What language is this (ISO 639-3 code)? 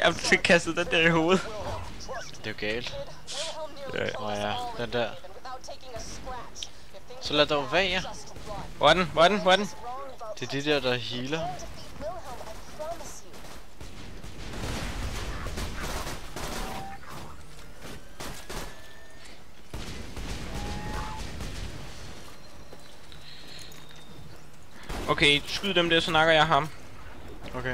dan